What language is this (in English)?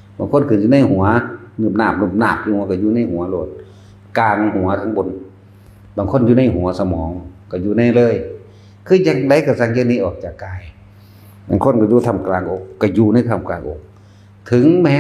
Northeastern Thai